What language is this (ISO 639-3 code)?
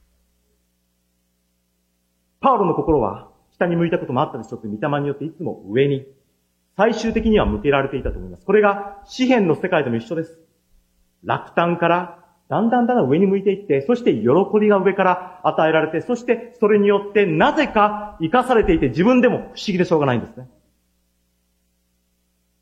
jpn